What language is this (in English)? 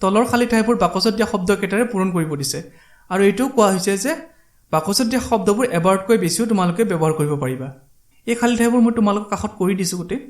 Assamese